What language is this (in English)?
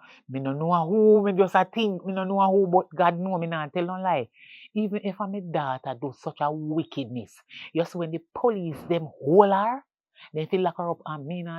Jamaican Creole English